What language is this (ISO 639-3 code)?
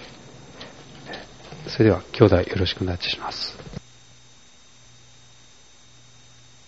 jpn